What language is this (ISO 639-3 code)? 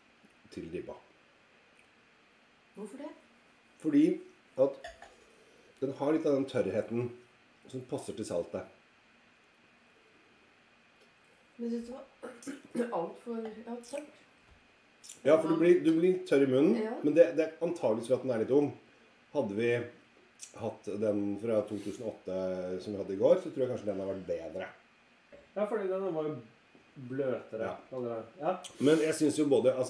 nor